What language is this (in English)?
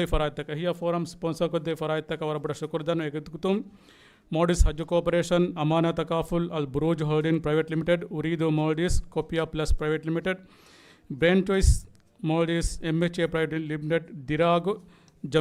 Divehi